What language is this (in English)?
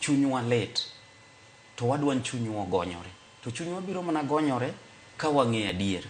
Luo (Kenya and Tanzania)